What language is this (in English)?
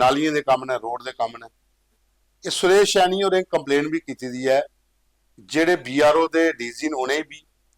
Dogri